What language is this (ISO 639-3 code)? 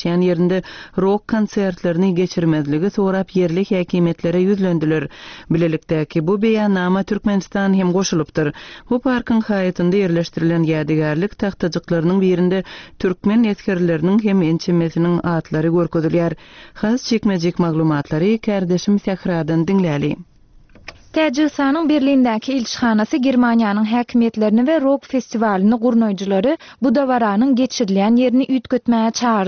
tuk